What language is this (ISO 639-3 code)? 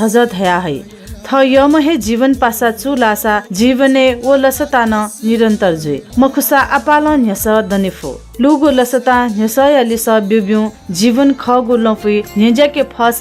new